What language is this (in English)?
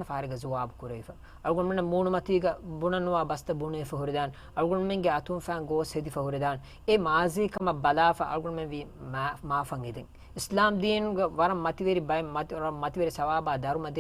Divehi